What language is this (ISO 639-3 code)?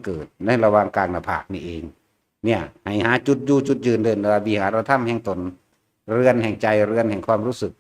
tts